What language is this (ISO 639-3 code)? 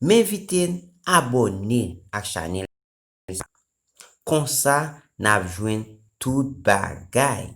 hat